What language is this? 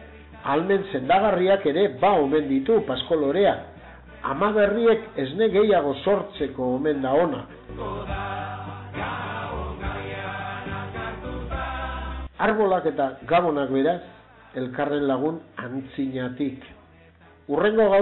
Basque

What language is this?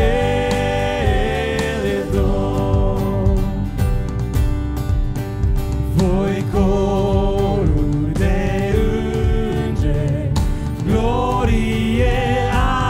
Romanian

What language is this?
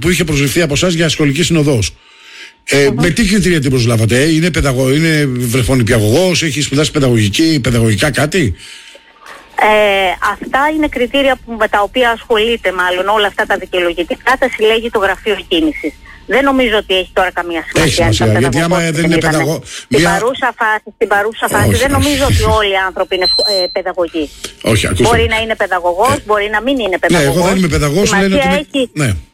Greek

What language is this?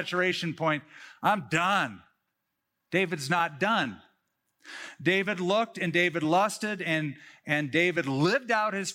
English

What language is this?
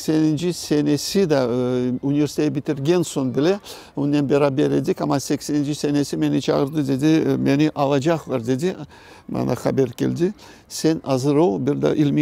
Crimean Tatar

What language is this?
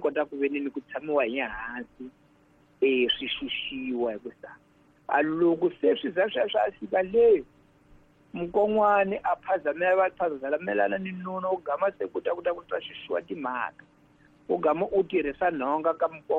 Tsonga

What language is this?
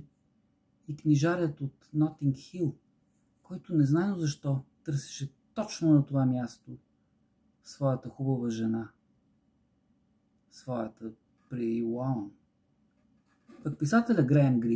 Bulgarian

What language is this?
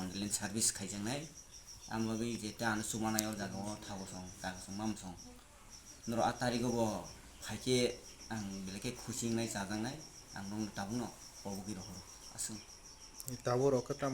Kok Borok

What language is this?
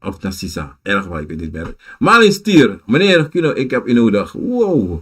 Sranan Tongo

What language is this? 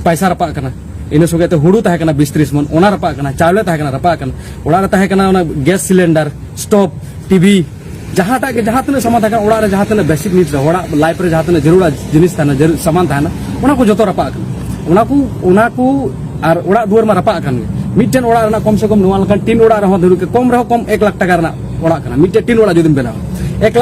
Santali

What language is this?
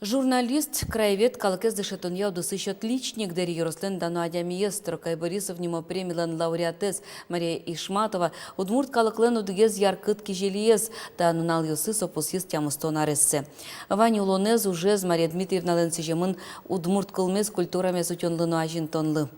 Udmurt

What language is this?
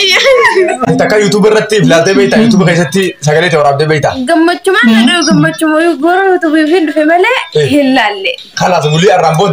Oromo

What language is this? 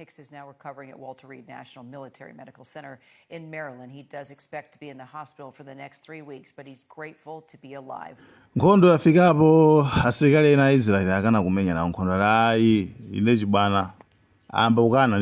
Nyanja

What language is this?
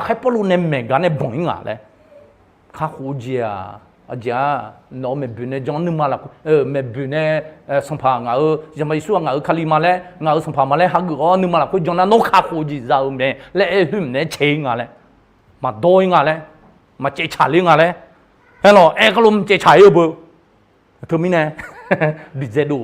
Akha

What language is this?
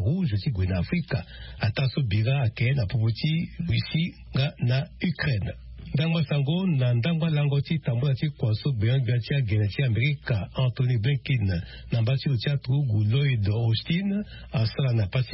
Sango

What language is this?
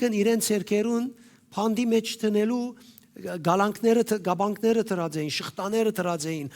Western Armenian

